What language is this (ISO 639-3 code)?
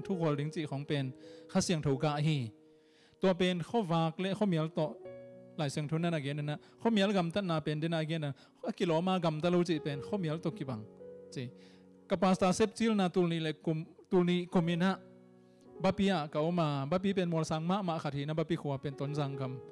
ctd